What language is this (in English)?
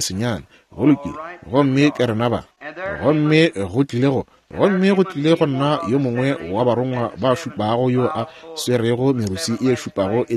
Northern Sotho